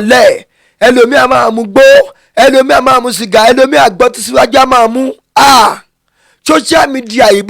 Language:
Yoruba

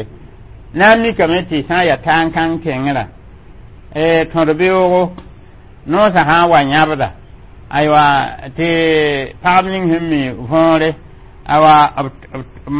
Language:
Mossi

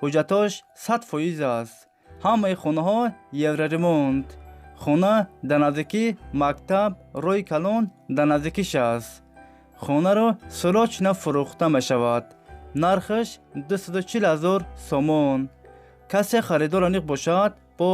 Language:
Tajik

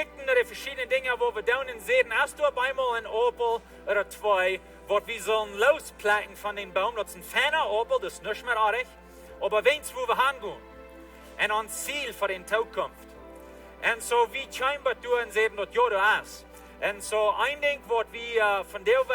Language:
Plautdietsch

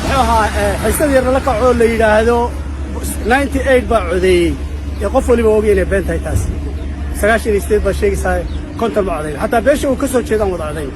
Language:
Somali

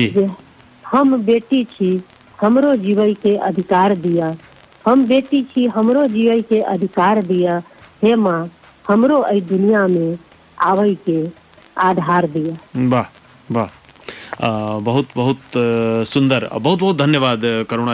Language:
Maithili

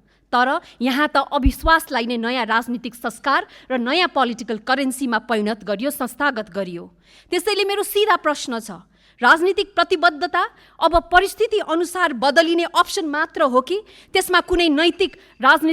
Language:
Nepali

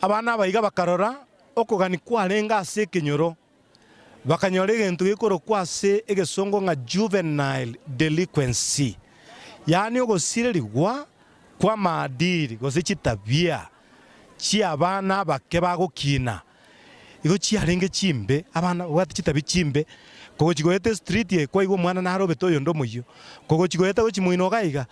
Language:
Gusii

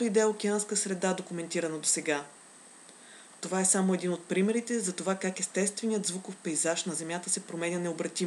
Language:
Bulgarian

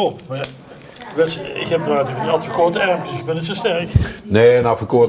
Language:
Limburgish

